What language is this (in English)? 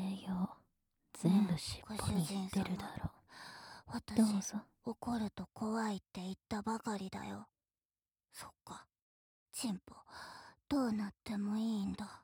Japanese